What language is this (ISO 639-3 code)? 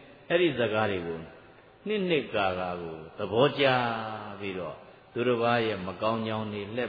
mya